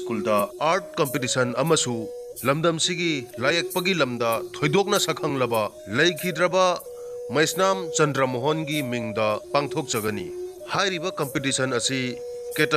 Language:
Manipuri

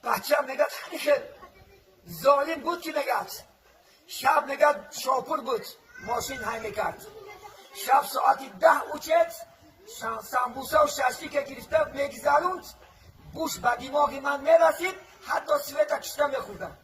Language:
Tajik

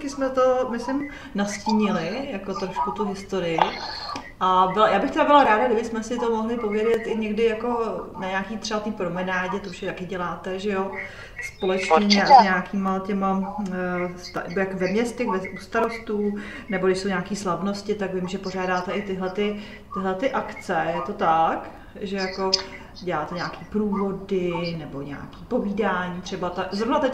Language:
Czech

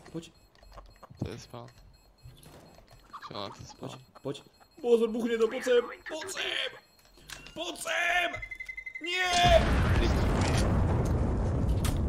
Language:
Slovak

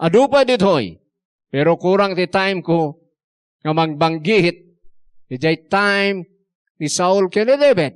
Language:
Iloko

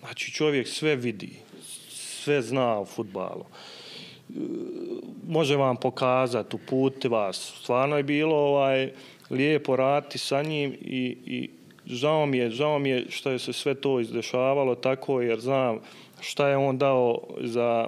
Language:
Bosnian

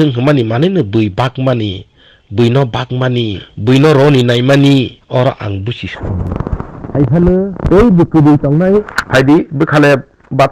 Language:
Riang (India)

